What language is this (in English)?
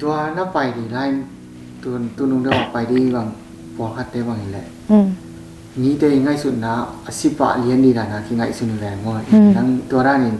Tedim Chin